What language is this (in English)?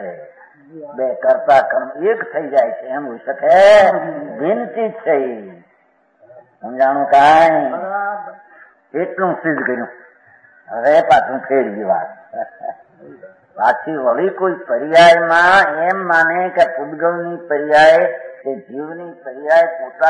Gujarati